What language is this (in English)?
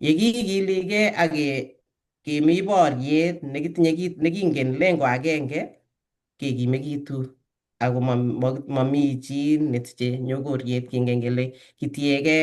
Kalenjin